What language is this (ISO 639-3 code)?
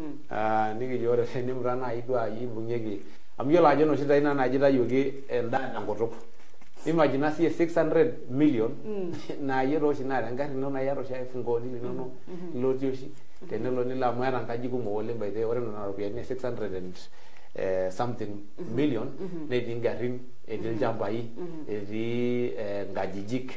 mas